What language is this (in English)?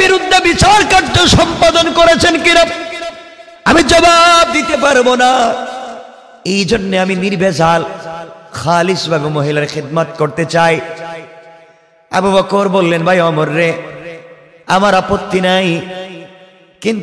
Bangla